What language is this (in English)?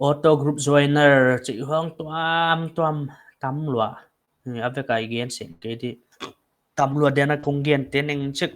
Paite Chin